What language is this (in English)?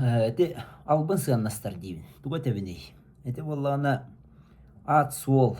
Yakut